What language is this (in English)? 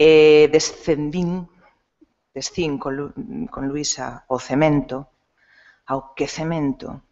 Galician